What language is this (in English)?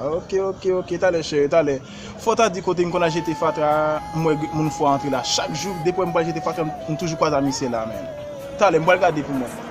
Haitian Creole